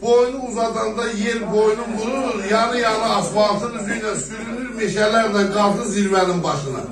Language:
South Azerbaijani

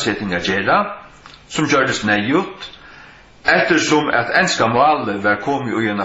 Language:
Faroese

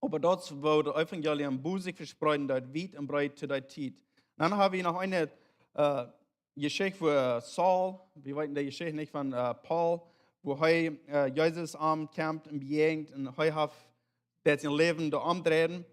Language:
Plautdietsch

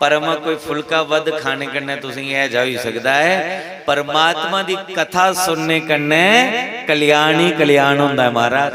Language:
Dogri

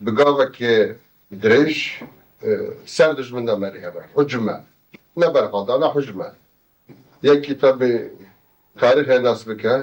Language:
Kurdish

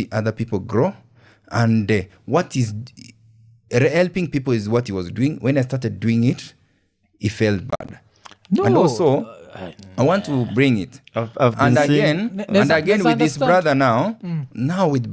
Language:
Swahili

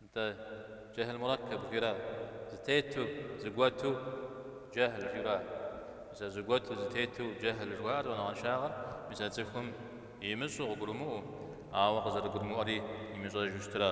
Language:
Kabardian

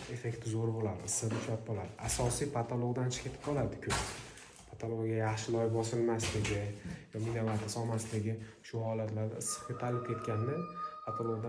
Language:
Uzbek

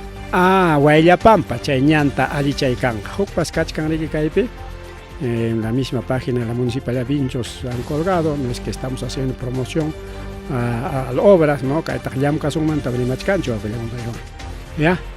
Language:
Ayacucho Quechua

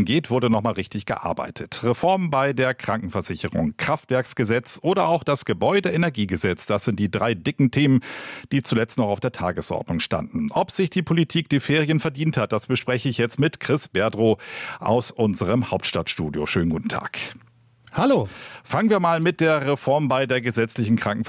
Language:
German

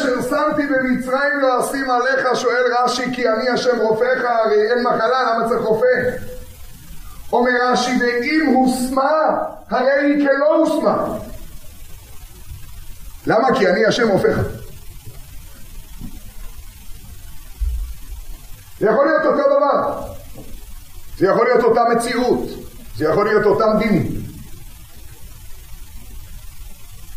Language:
Hebrew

